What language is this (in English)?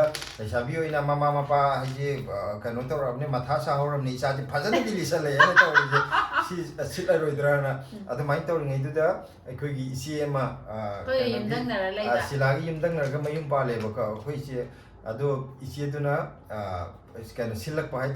Manipuri